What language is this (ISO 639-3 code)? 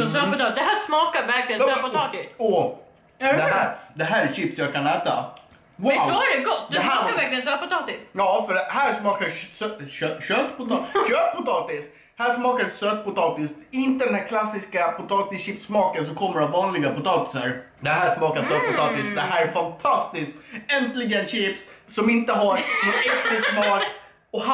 swe